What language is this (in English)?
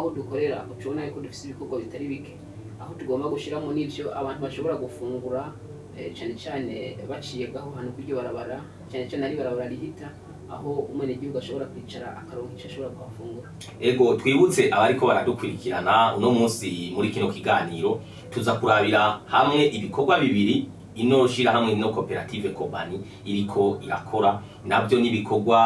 Rundi